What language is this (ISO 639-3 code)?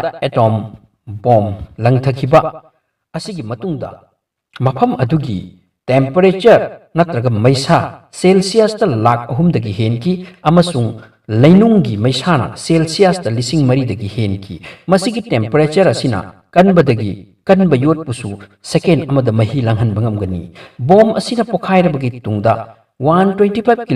mni